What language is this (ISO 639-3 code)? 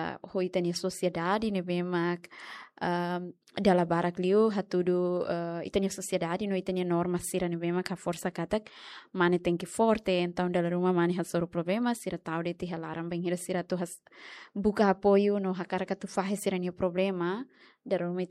tet